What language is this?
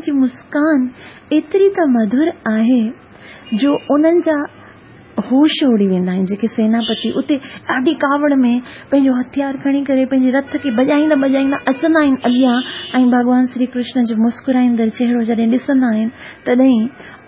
Sindhi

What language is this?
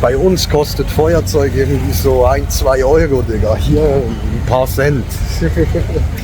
Swiss German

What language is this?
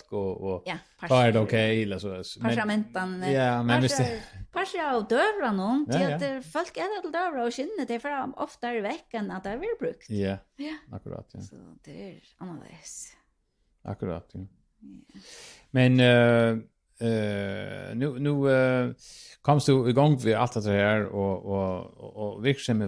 Faroese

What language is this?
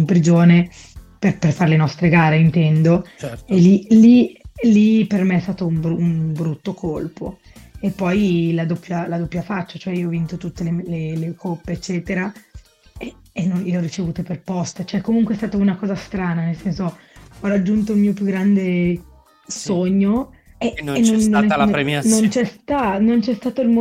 Italian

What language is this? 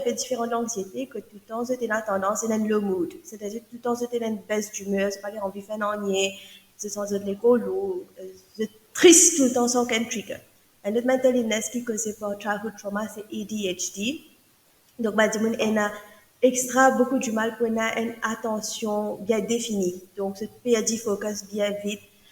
Morisyen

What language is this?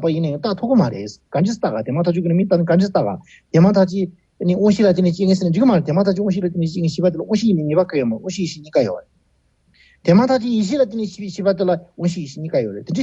Tibetan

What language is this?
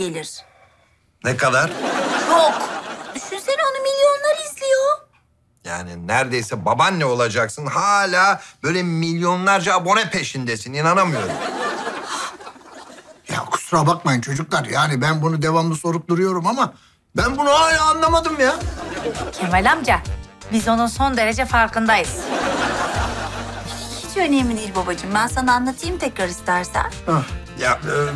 Turkish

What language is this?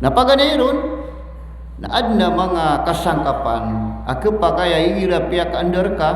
Maranao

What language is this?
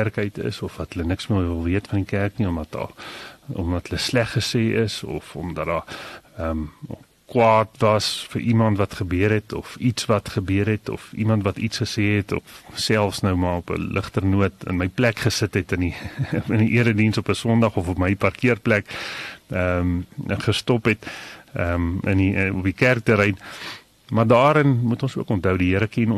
Afrikaans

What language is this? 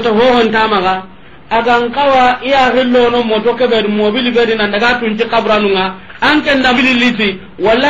Soninke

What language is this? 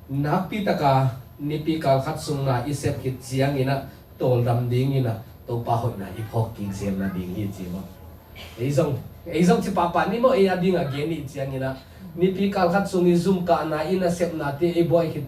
Tedim Chin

